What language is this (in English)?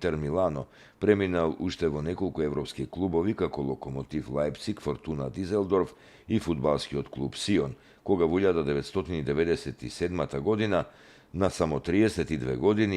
Macedonian